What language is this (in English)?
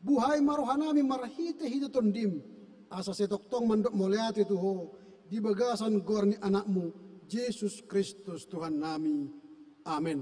Batak Toba